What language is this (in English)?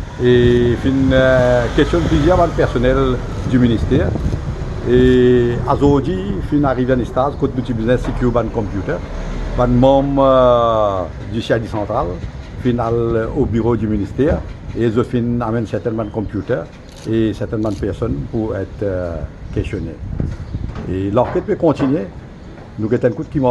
Morisyen